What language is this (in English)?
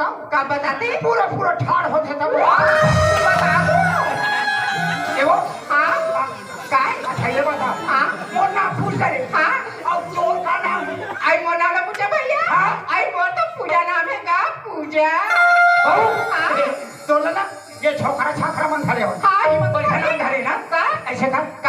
Chhattisgarhi